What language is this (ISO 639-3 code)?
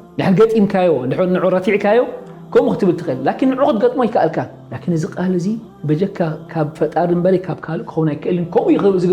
tir